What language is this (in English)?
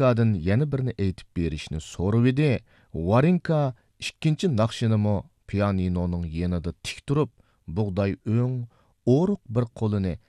Uyghur